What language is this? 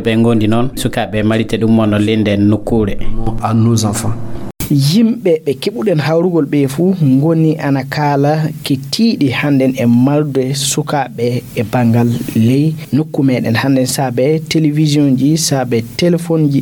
Fula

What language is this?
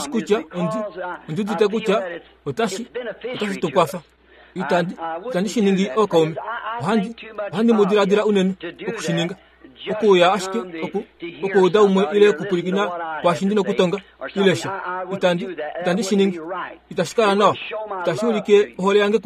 Kuanyama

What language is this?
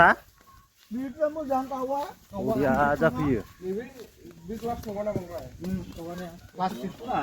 Bodo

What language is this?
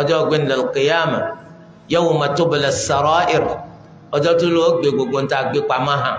Yoruba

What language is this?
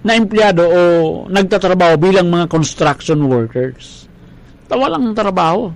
Bikol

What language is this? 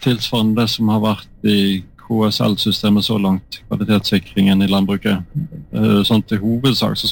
Norwegian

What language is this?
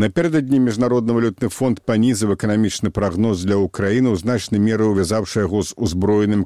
Belarusian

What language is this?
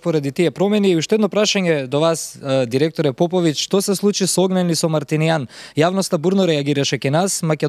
Macedonian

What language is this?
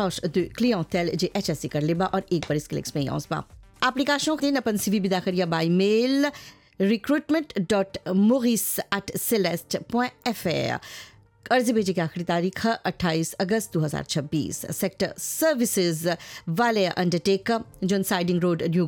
Bhojpuri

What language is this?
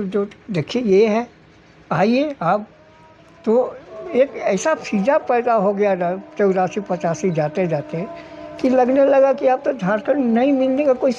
Sadri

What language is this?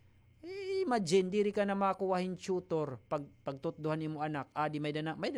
Waray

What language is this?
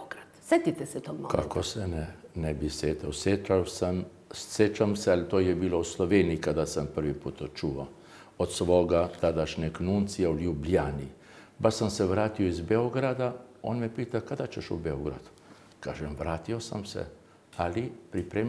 Serbian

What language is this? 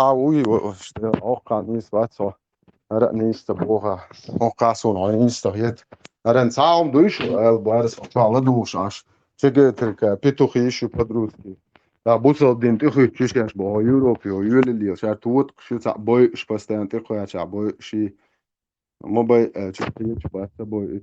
Chechen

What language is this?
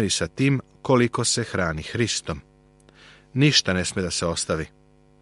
Serbian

